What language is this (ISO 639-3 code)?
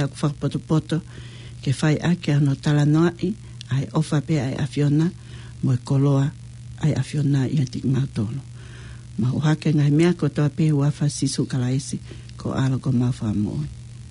ton